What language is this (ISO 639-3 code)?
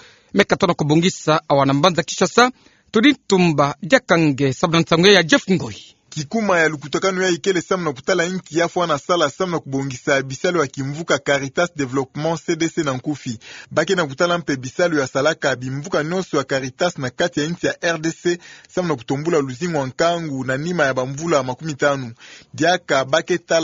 ktu